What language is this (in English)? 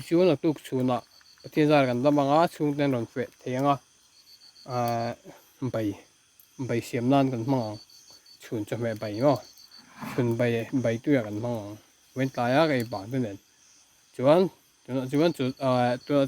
Mizo